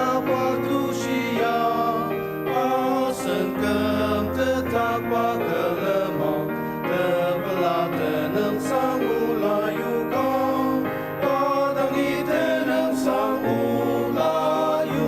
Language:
Ao Naga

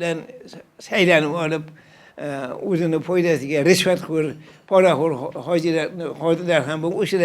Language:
Uzbek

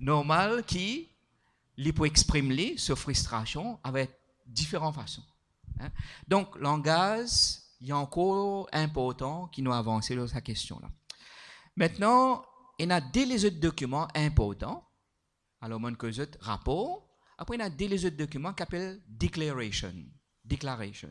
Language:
Morisyen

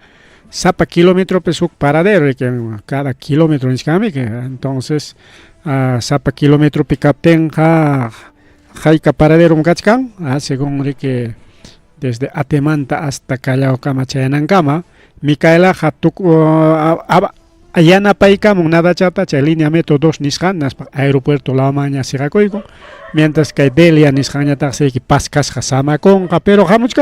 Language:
Ayacucho Quechua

